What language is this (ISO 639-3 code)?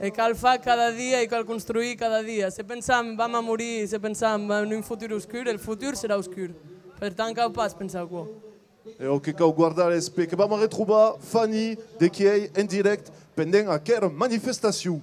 oci